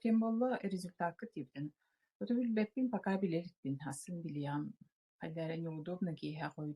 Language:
Yakut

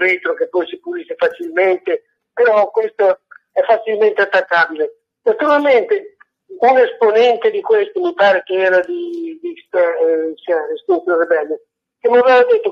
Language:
Italian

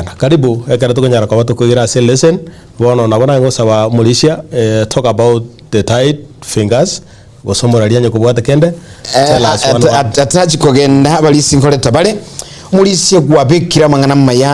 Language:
Gusii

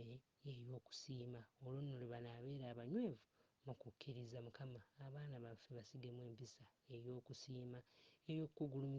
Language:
Ganda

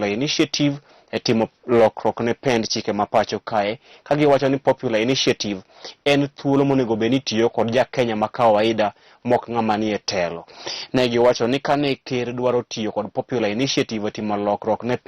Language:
Luo (Kenya and Tanzania)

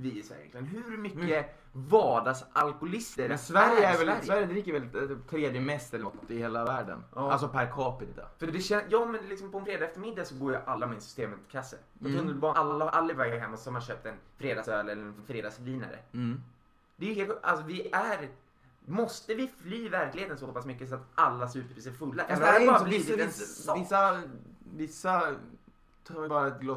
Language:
Swedish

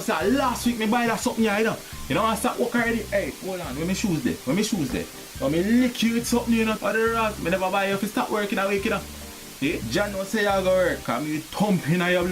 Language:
Jamaican Creole English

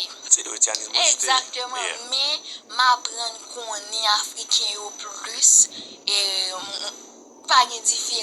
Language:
Haitian Creole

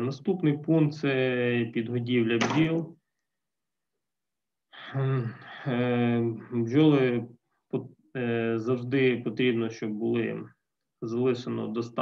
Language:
Ukrainian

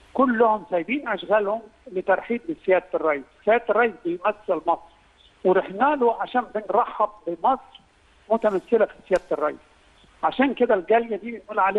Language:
Egyptian Arabic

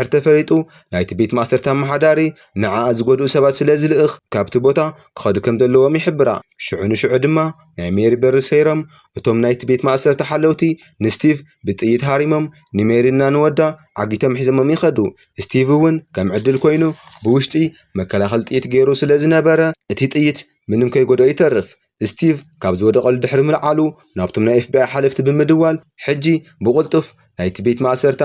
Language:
Tigrinya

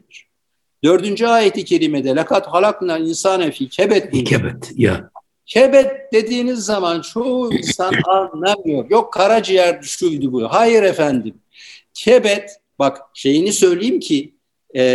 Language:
Turkish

